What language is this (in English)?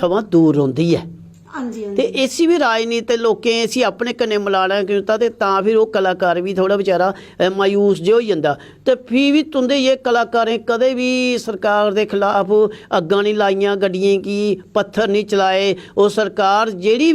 Dogri